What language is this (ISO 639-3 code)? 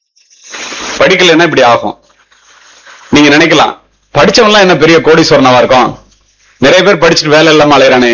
tam